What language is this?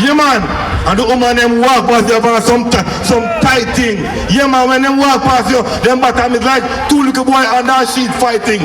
Jamaican Creole English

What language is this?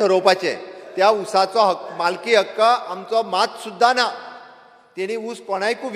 Konkani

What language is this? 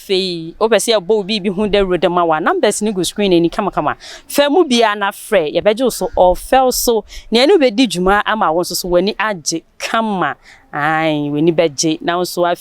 Akan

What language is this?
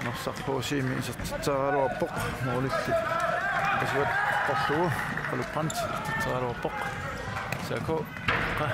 Kalaallisut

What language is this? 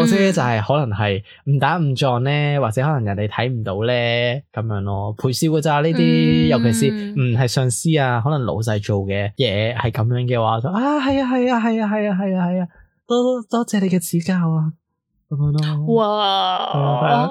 Cantonese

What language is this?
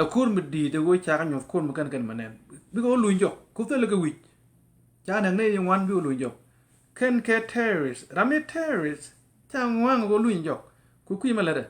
Nuer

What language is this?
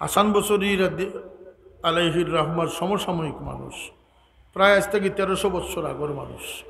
Sylheti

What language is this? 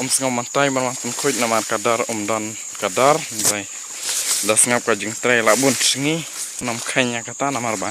Khasi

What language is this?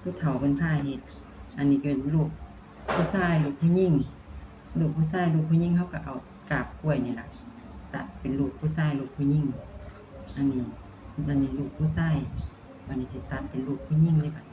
Northeastern Thai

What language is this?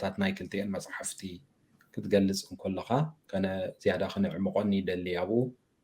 Tigrinya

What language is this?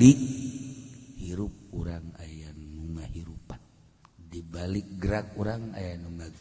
Sundanese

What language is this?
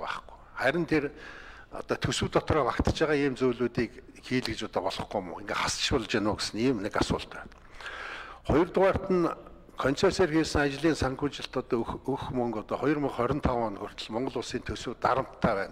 Mongolian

